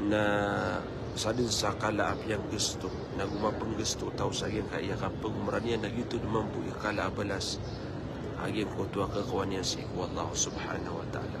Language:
Maranao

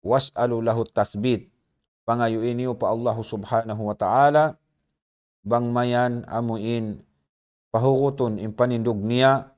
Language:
Tausug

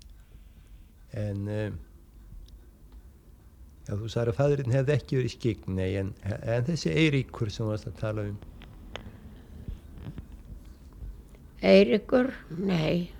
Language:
Icelandic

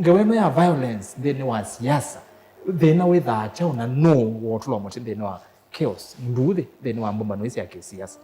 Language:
Kamba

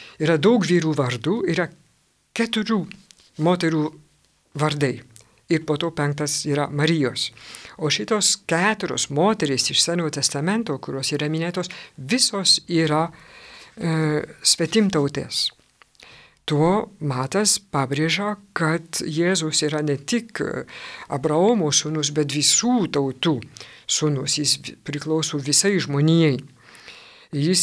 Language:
Lithuanian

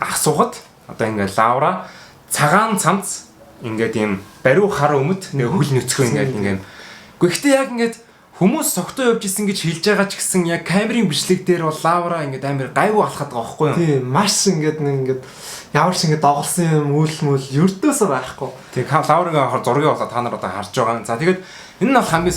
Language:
Mongolian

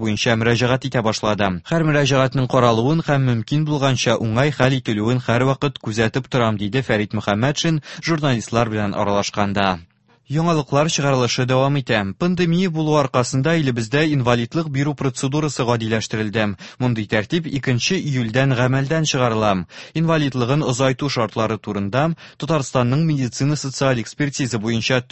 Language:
Tatar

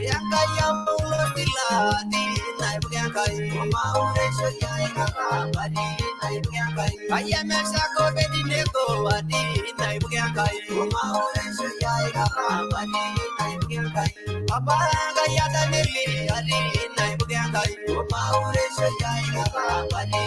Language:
Masai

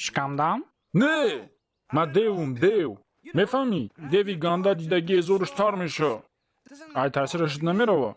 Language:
Tajik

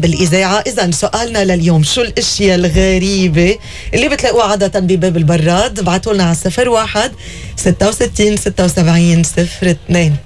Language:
North Levantine Arabic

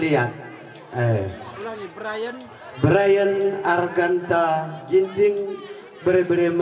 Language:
Batak Karo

